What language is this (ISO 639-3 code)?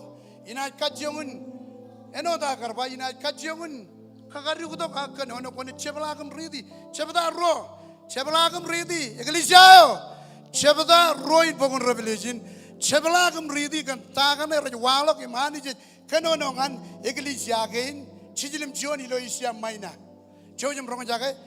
mah